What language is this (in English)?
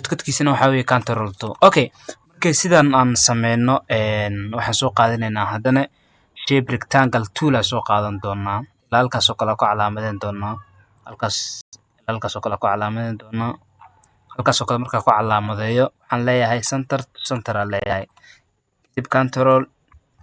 Somali